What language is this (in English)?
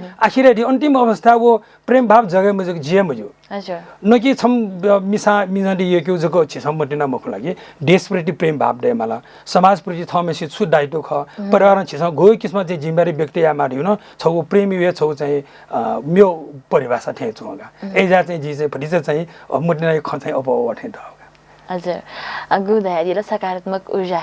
Newari